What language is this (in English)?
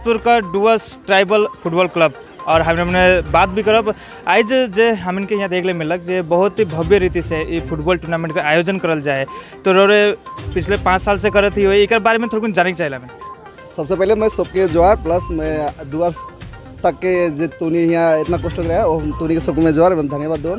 Sadri